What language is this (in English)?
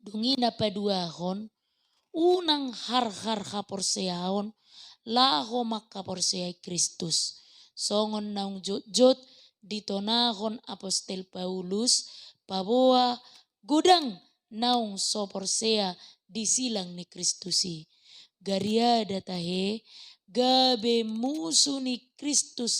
Batak Toba